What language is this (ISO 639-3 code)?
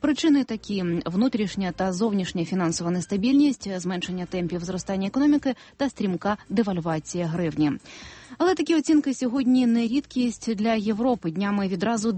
ukr